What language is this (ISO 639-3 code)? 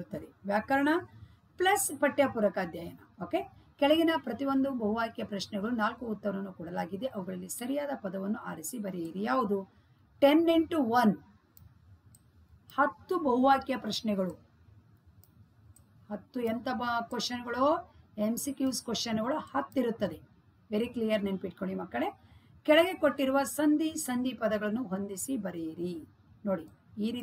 kan